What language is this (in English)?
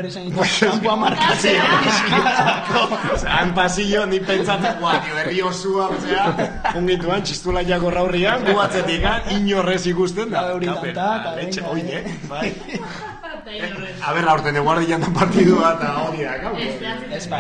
Basque